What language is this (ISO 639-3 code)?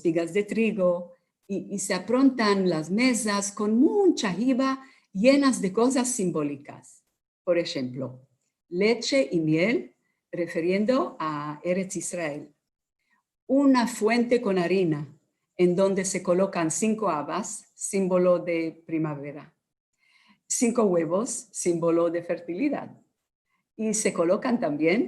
lad